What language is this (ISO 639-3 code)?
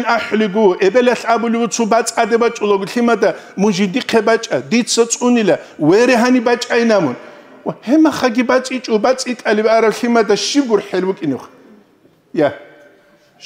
ava